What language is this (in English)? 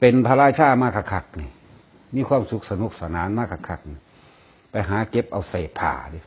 Lao